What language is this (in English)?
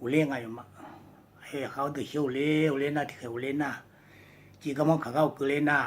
Akha